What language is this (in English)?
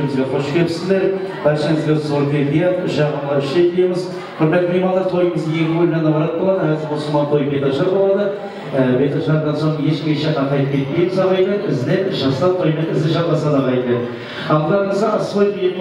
Kara-Kalpak